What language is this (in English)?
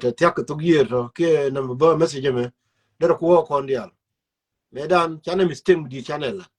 Nuer